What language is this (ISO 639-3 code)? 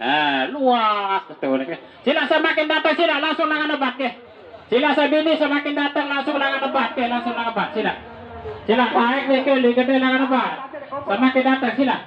sas